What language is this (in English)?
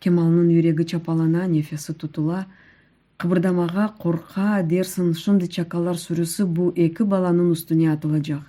Crimean Tatar